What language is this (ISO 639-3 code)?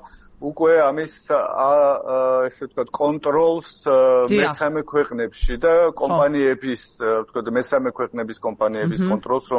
kat